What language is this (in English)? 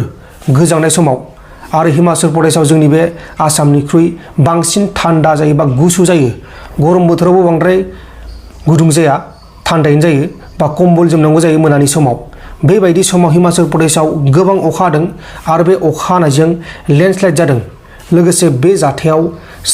Bodo